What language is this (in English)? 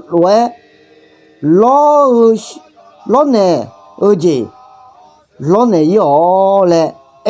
Akha